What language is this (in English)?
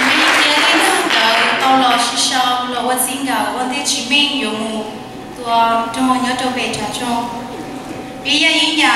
Hmong